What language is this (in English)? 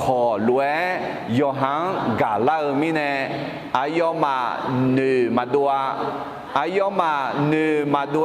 Akha